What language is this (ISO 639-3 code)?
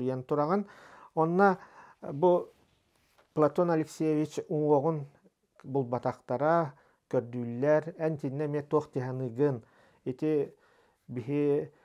sah